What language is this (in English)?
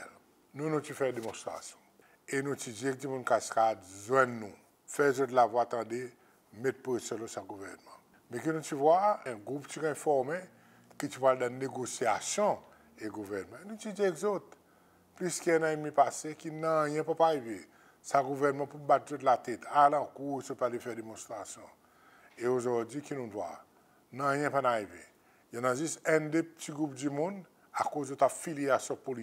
Seselwa Creole French